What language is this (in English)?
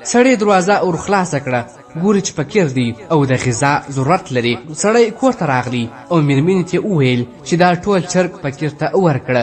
Pashto